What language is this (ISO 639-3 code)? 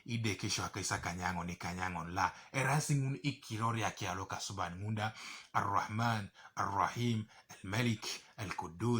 teo